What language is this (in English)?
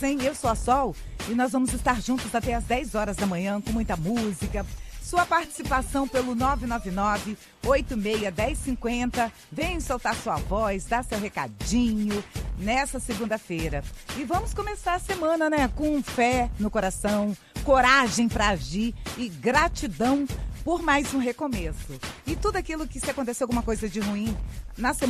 Portuguese